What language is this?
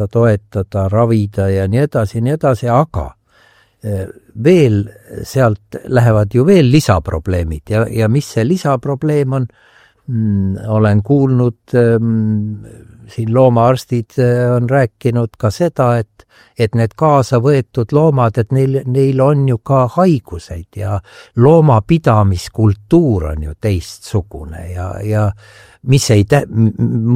Estonian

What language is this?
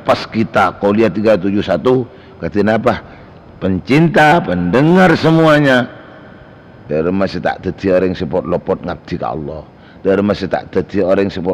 Madurese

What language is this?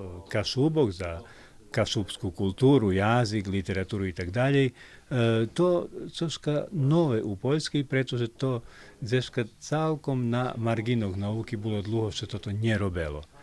Rusyn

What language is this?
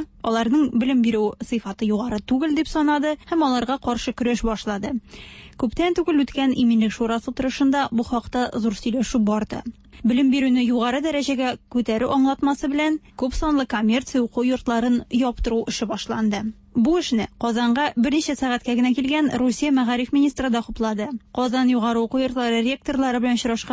Tatar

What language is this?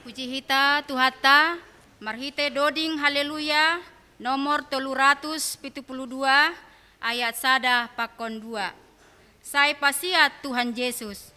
Batak Simalungun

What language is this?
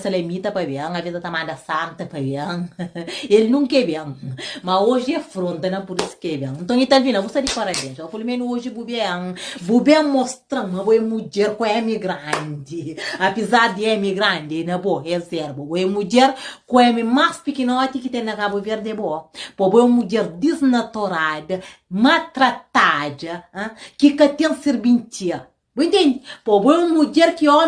Kabuverdianu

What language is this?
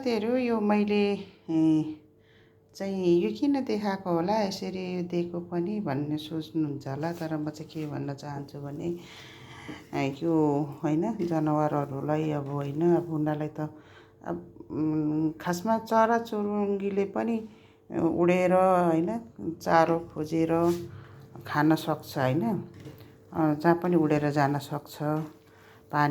Nepali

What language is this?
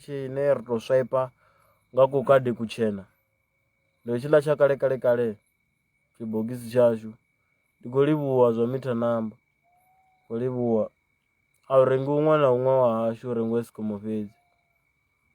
Venda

